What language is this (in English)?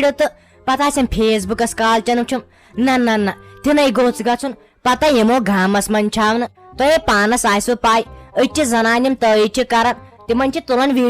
Kashmiri